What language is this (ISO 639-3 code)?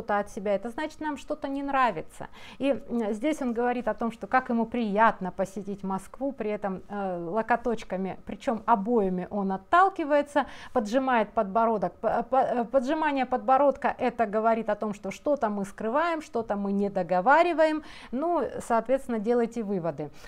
rus